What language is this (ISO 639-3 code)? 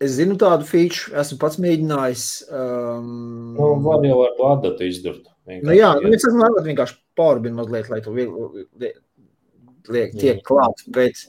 lav